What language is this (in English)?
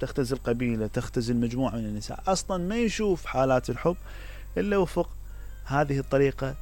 Mesopotamian Arabic